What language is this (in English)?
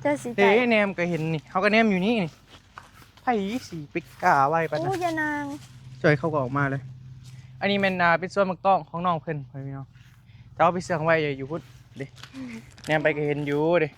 Northeastern Thai